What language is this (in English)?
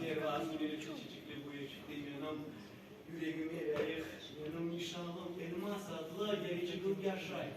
Crimean Tatar